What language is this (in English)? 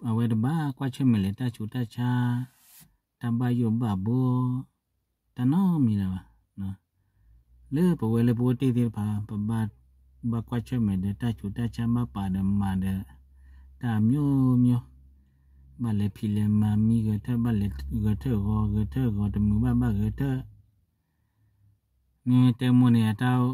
S'gaw Karen